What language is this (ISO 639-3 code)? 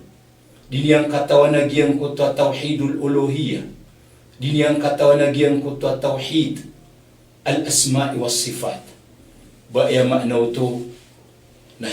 mrw